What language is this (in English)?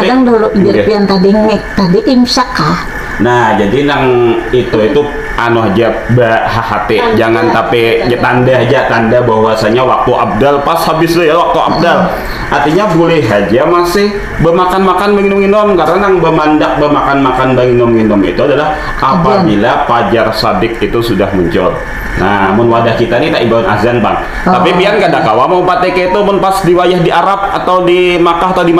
Banjar